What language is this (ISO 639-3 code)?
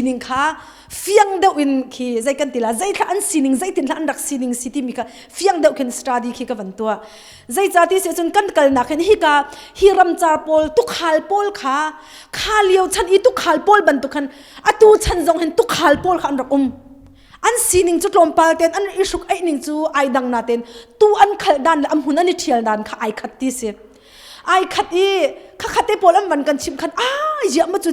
cnh